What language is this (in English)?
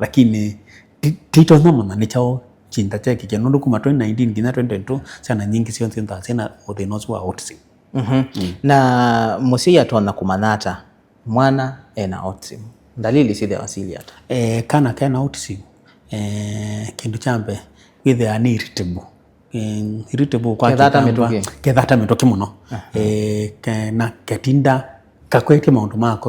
Kamba